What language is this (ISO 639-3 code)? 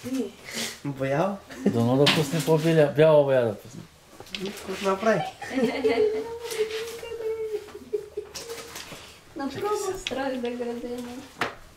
bul